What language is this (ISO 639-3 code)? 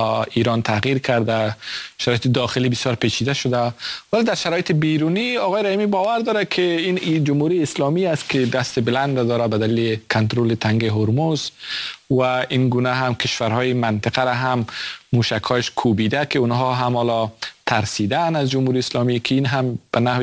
fas